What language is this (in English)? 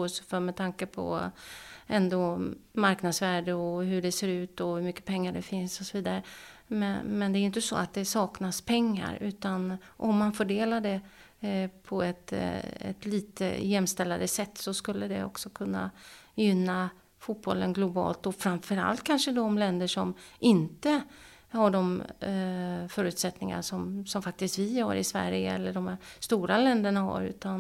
Swedish